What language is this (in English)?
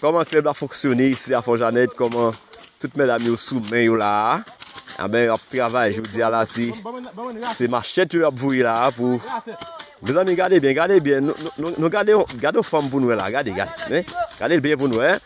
Haitian Creole